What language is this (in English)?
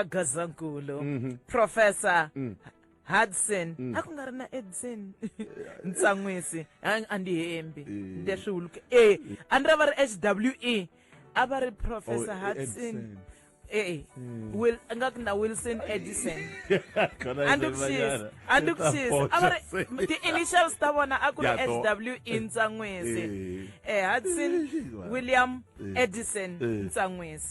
Tsonga